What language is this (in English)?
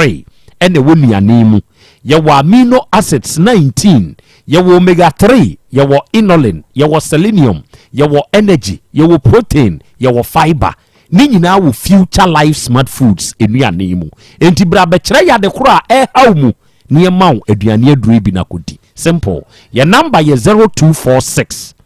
Akan